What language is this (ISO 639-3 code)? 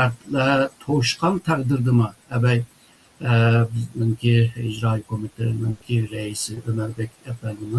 uig